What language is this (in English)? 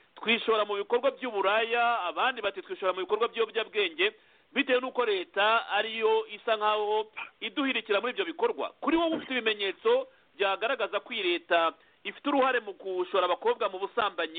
Kinyarwanda